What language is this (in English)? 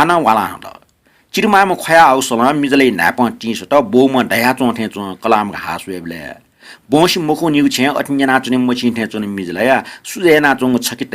Newari